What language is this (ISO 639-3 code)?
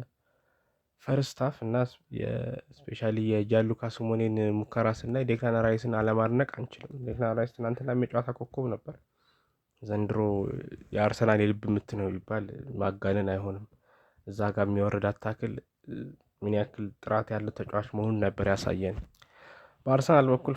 amh